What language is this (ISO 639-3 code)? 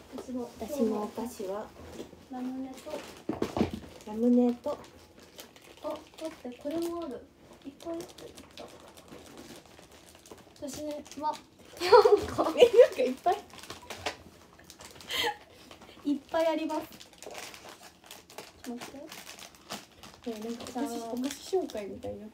jpn